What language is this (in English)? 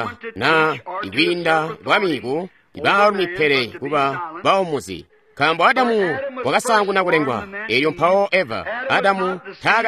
Tonga (Zambia)